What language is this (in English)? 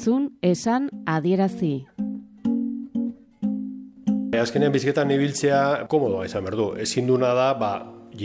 Basque